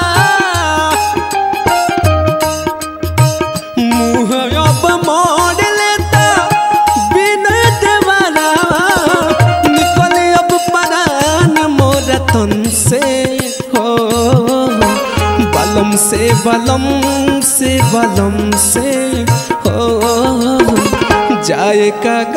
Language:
Bhojpuri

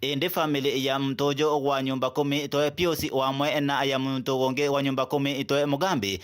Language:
Meru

